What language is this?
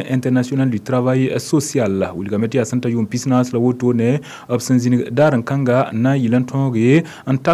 Mossi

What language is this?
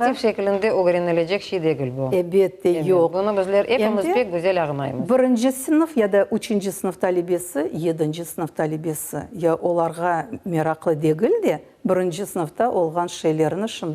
Crimean Tatar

